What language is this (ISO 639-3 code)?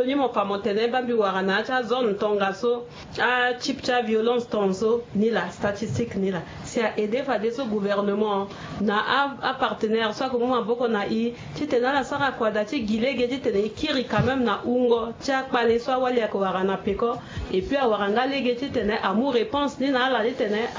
sag